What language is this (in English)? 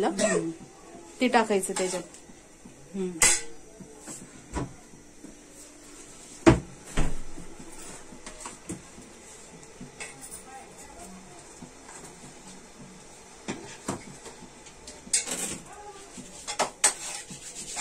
Marathi